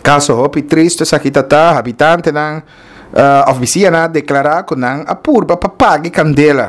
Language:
Papiamento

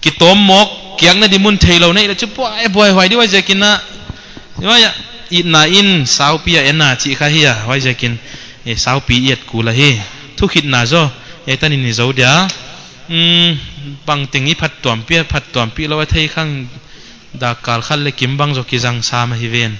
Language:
Paite Chin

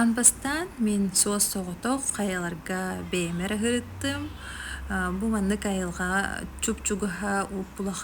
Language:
Yakut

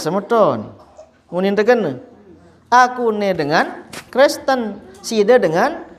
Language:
Sasak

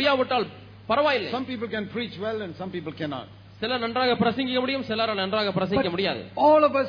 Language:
Tamil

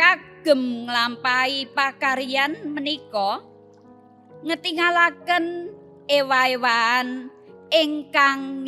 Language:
Javanese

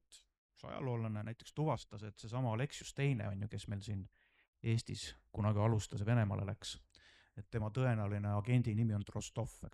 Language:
Estonian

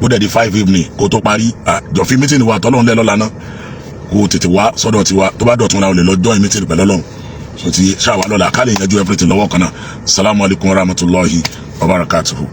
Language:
Yoruba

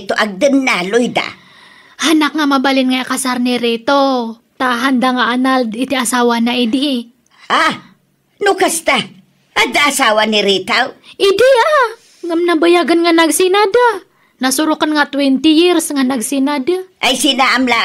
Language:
Iloko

